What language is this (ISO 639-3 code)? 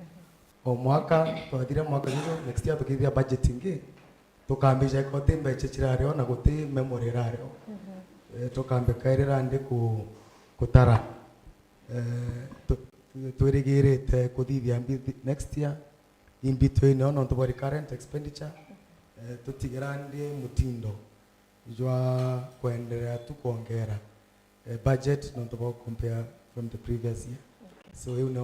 mer